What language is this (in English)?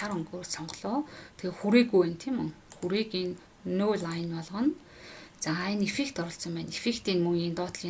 Mongolian